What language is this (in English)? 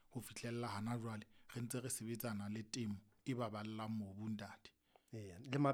Southern Sotho